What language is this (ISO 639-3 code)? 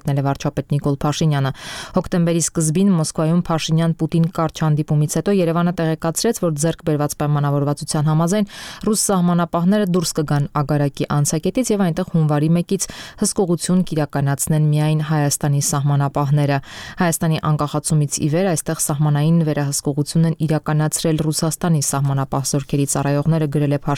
hye